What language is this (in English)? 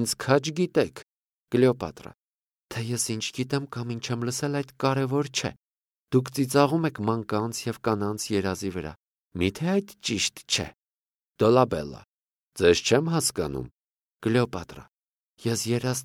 Armenian